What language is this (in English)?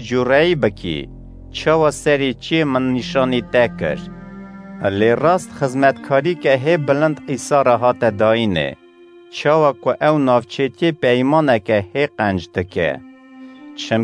Kurdish